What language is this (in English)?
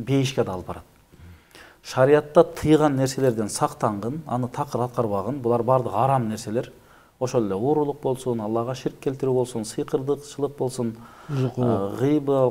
Kyrgyz